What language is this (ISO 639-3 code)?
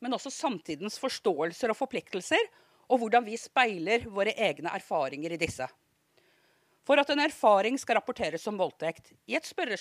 nor